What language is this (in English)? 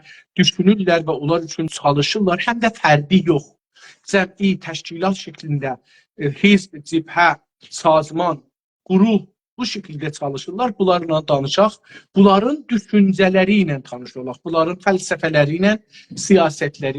South Azerbaijani